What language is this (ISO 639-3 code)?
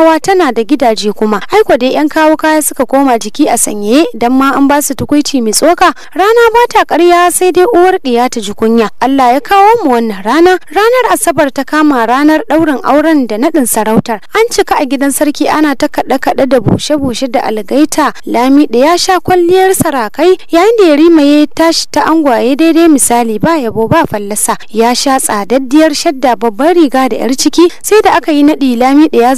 hau